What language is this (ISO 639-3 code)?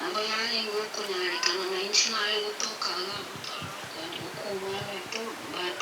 guz